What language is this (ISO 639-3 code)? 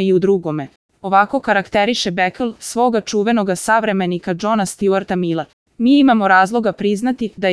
srp